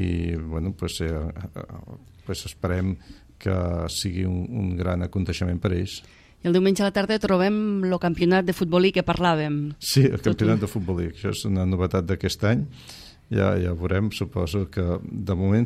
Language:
Catalan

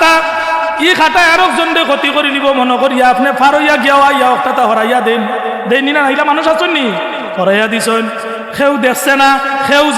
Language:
Sylheti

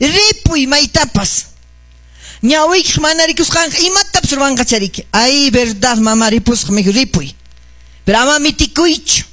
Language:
Quechua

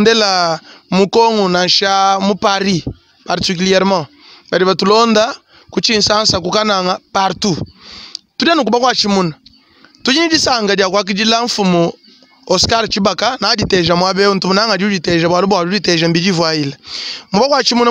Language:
Luba-Lulua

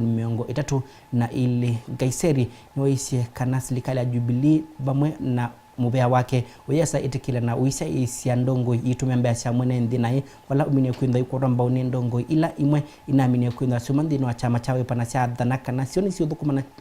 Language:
Kamba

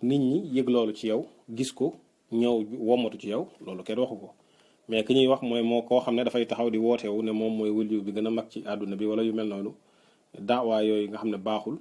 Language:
Wolof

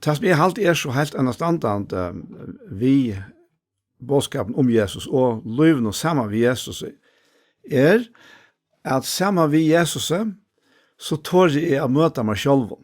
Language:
Faroese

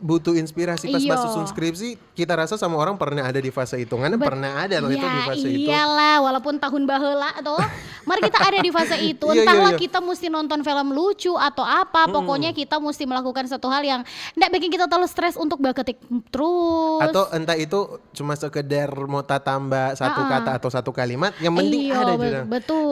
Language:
Manado Malay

